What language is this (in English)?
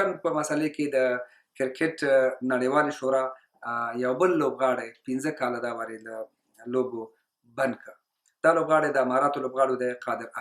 Pashto